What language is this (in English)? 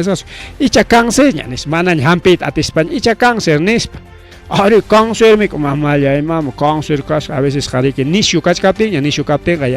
Ayacucho Quechua